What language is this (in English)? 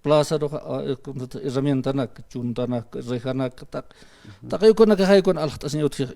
Aymara